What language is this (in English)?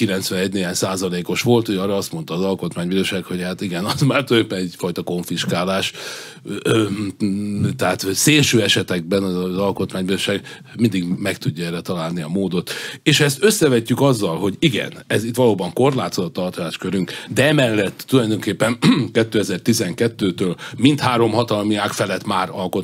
Hungarian